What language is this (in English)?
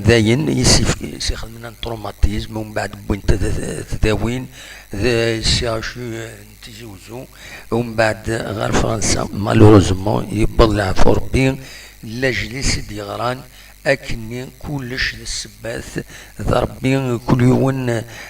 Kabyle